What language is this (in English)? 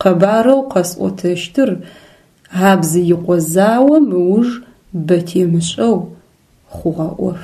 Adyghe